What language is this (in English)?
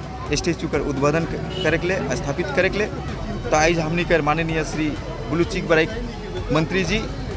Sadri